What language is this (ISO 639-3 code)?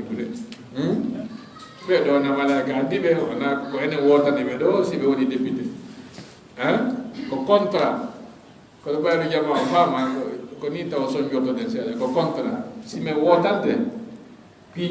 ful